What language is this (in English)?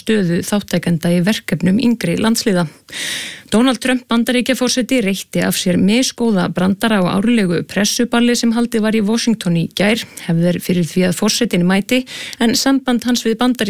Icelandic